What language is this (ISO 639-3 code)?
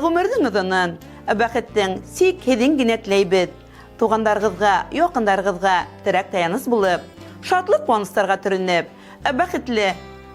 bak